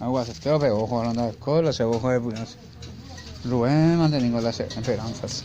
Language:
Guarani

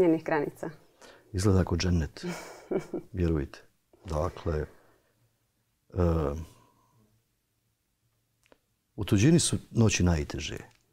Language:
Bosnian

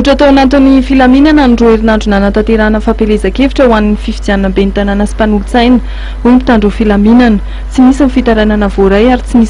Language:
Malagasy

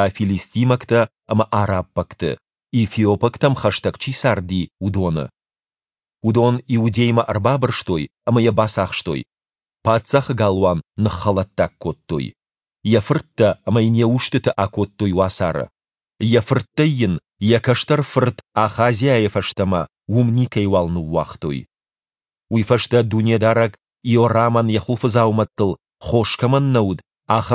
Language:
Ossetic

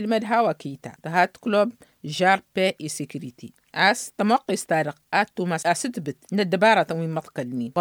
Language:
Tamasheq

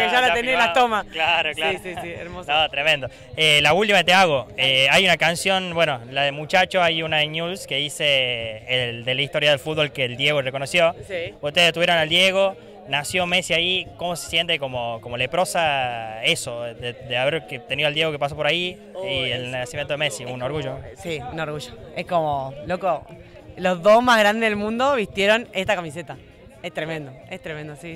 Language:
Spanish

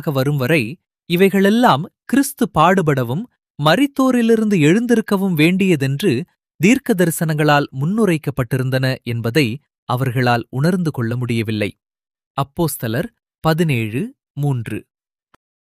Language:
Tamil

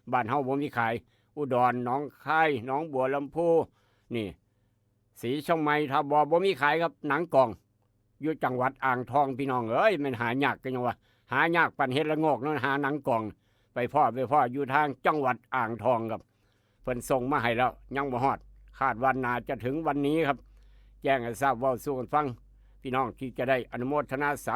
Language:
Northeastern Thai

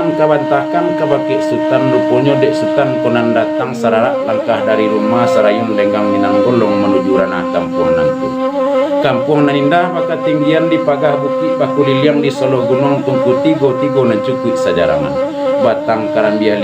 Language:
Minangkabau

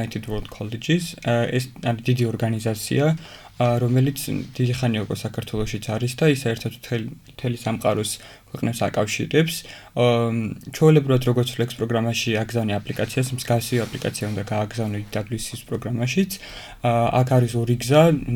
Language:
Georgian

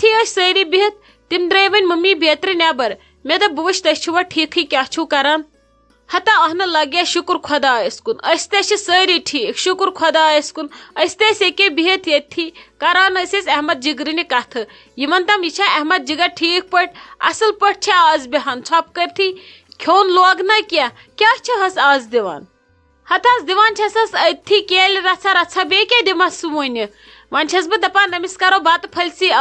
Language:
Kashmiri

